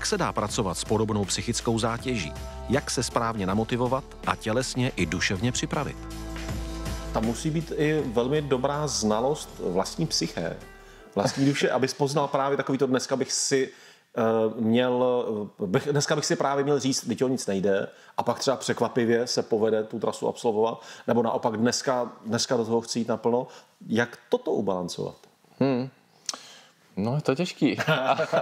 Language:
Czech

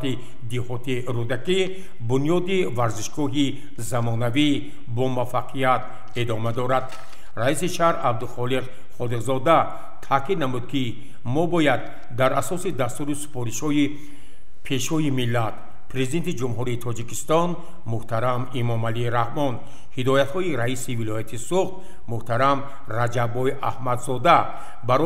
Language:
Tajik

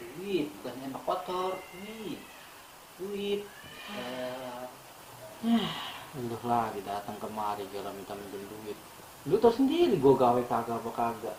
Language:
Betawi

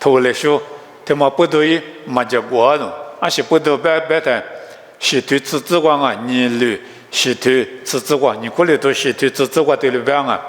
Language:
Lisu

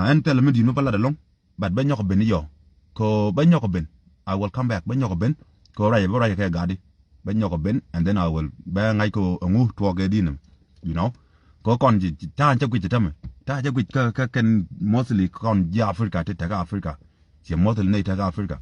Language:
Nuer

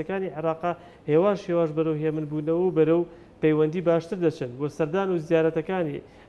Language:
Central Kurdish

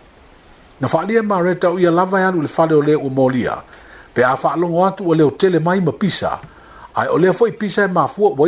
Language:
Samoan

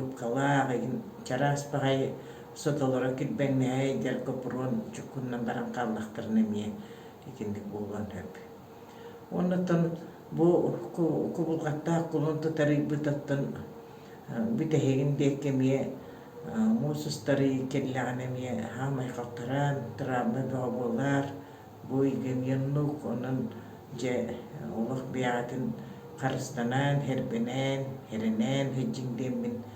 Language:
Yakut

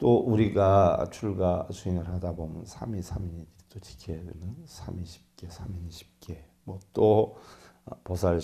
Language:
Korean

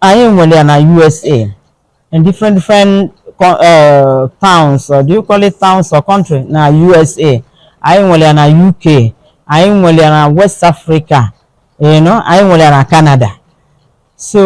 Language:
Igbo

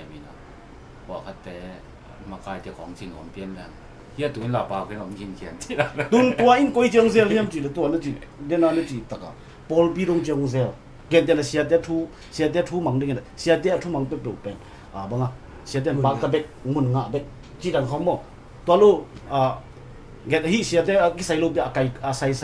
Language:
Tedim Chin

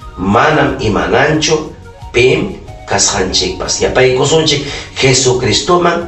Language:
Ayacucho Quechua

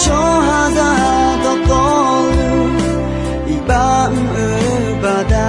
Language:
Akha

